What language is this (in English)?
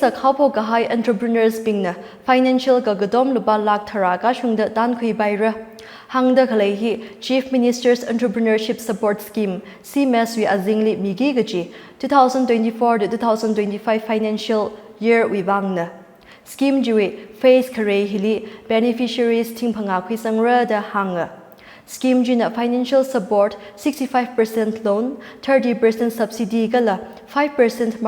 Tangkhul Naga (India)